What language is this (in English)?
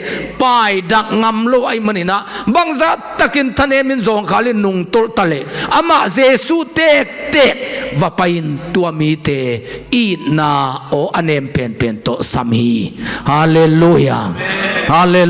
Tedim Chin